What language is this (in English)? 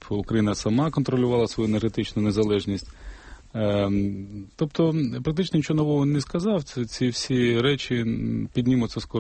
Ukrainian